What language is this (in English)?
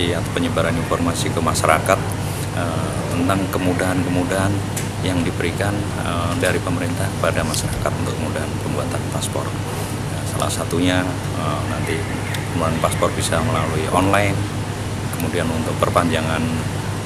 Indonesian